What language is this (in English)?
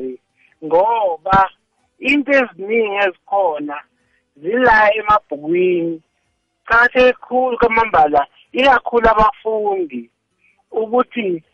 South Ndebele